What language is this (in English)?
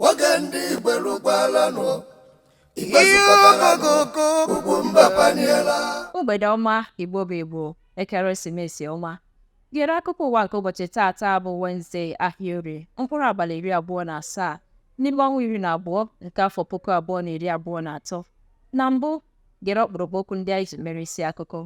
Igbo